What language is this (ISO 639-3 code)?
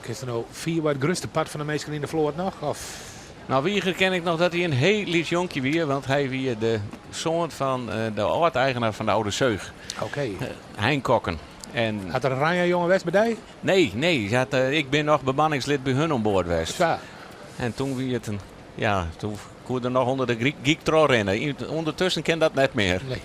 fry